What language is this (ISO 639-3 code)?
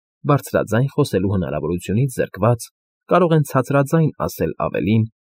hye